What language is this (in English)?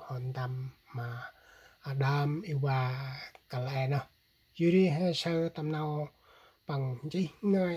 Central Mnong